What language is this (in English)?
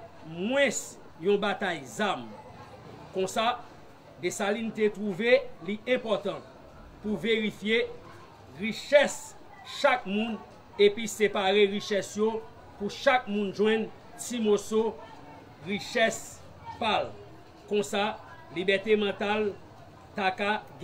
Haitian Creole